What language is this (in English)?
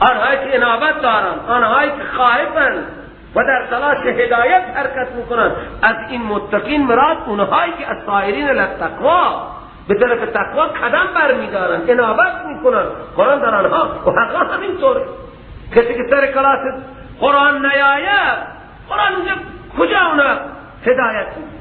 Persian